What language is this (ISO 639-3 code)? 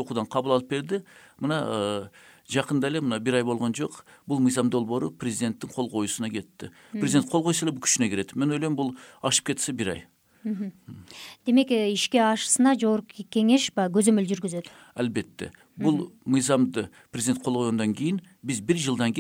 kir